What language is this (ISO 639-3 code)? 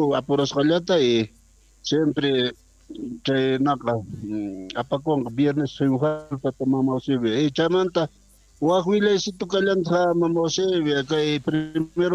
quh